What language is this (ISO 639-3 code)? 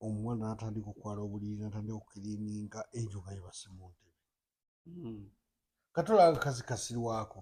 lug